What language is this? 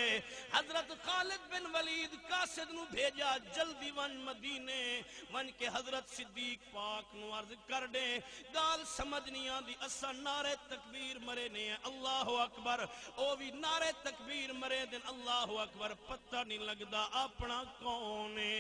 Saraiki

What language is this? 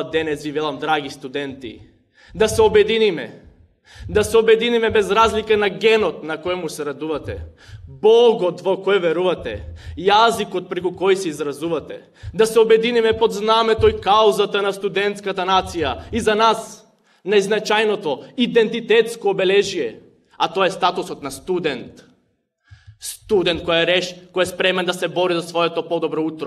Macedonian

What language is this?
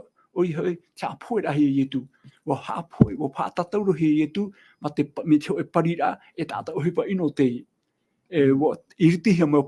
Tahitian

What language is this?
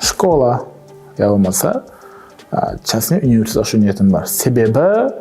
Kara-Kalpak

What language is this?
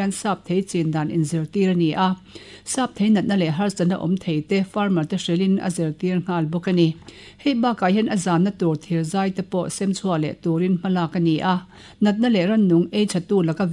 Mizo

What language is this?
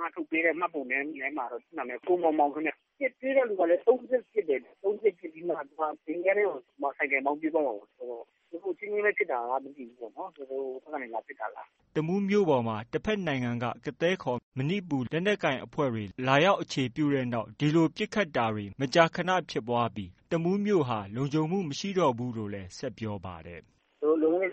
Burmese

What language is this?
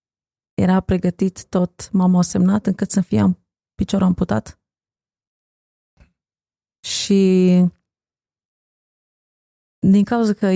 Romanian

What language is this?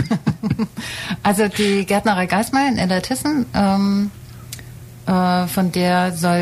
German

